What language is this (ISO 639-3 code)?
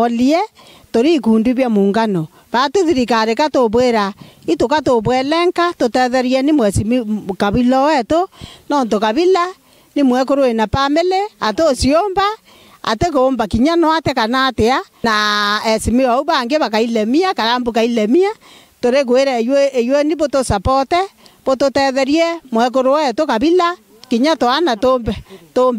mer